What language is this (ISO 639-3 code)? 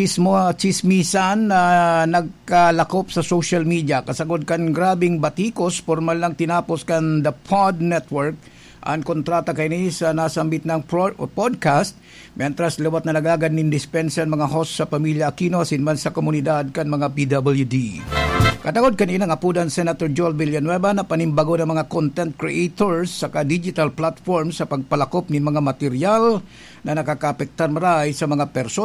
bik